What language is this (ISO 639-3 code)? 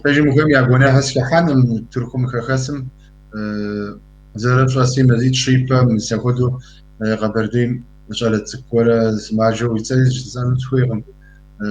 kbd